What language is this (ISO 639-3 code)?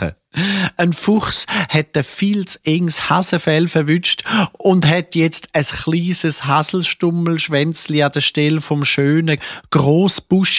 gsw